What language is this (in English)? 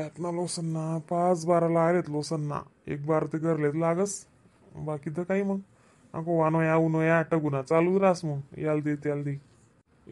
Khandesi